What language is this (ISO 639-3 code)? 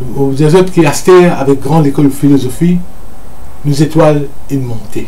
mfe